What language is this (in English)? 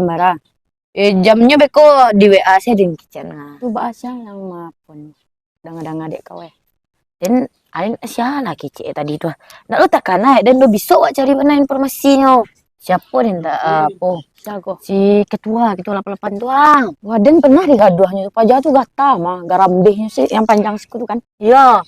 Minangkabau